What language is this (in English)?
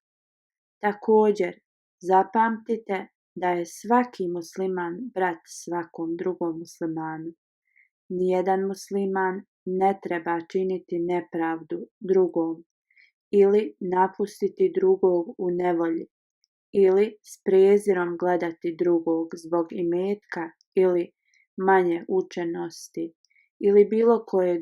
Bosnian